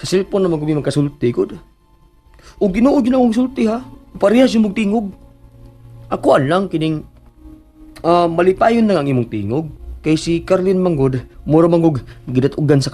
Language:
Cebuano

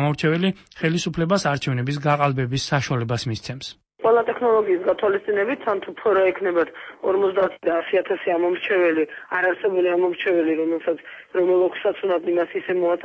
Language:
Georgian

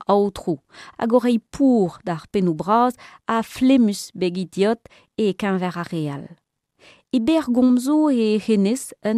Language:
Breton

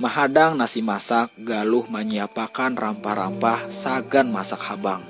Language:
Banjar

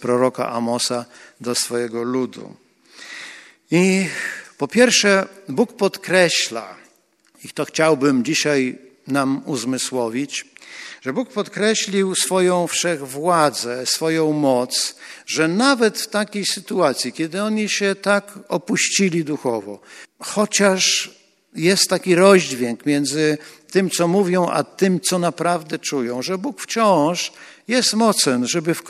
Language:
Polish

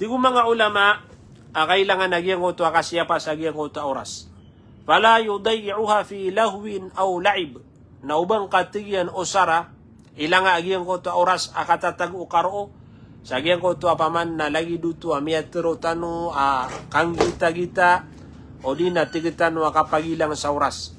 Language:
Maranao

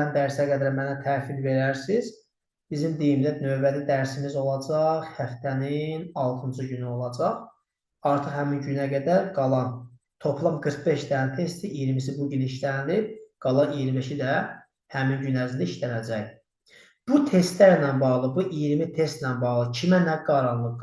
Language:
Azerbaijani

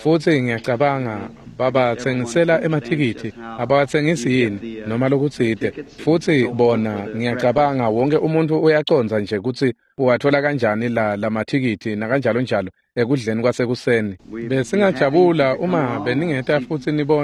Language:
Swati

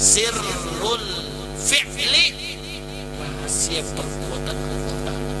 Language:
Banjar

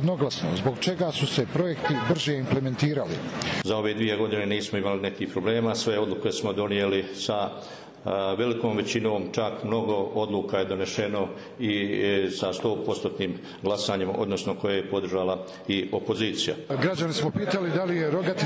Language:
Serbian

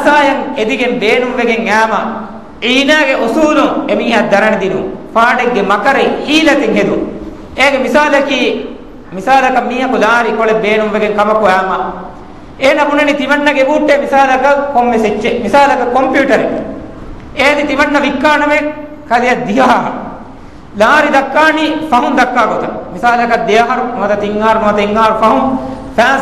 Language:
Divehi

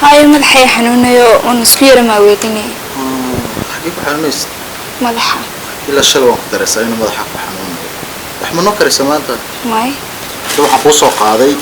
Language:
Somali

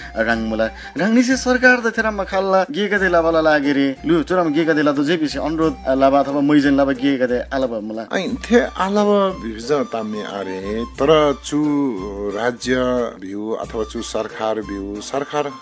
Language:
Eastern Tamang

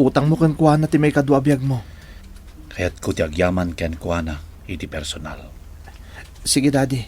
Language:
Iloko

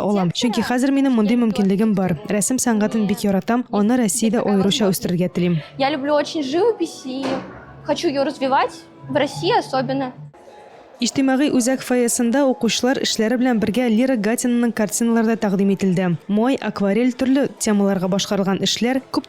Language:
Tatar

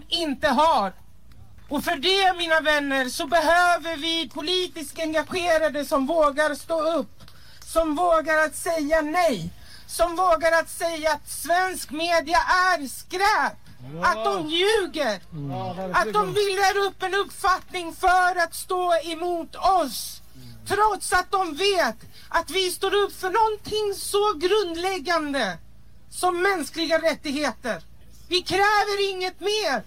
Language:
Swedish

